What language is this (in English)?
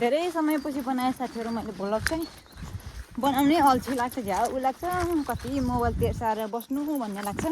Nepali